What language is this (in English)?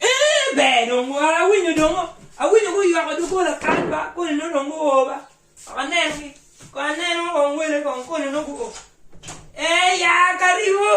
Acoli